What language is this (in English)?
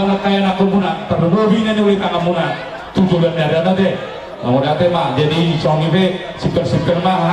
Batak Toba